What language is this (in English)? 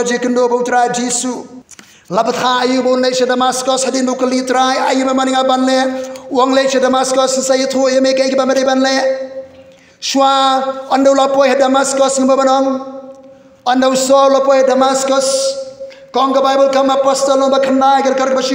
Khasi